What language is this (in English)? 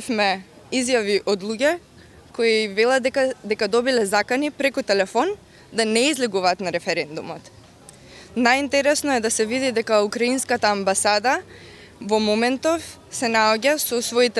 Macedonian